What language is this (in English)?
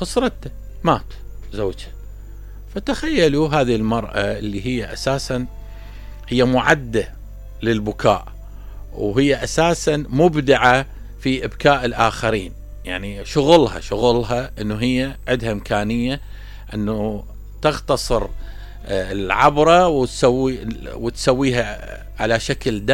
Mesopotamian Arabic